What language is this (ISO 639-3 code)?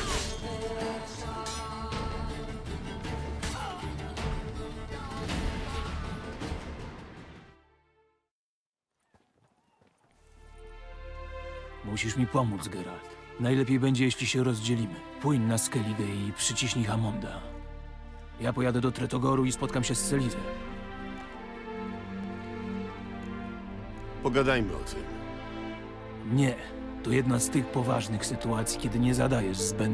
pol